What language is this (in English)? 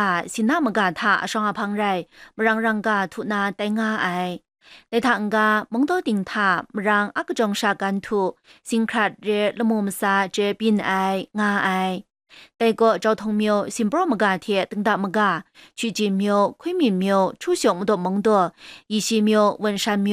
Kachin